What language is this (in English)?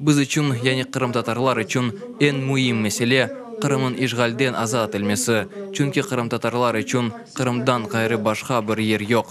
Crimean Tatar